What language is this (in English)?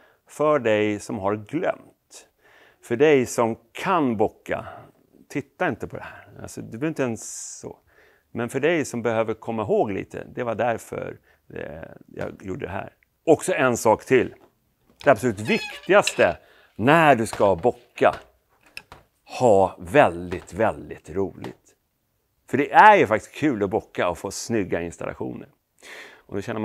Swedish